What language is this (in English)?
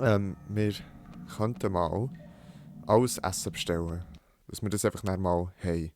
Swiss German